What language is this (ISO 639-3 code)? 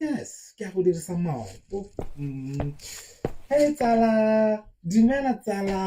tsn